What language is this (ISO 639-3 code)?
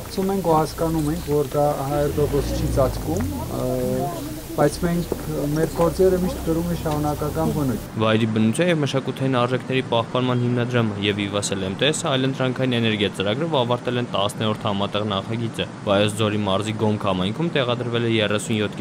hye